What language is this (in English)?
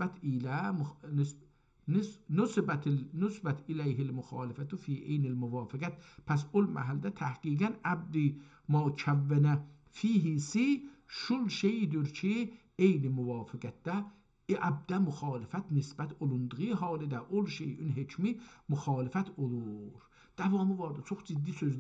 South Azerbaijani